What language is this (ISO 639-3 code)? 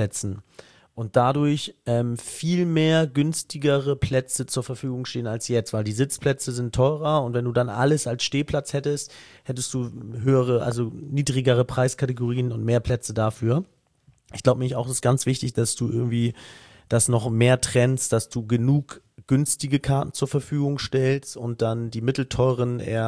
deu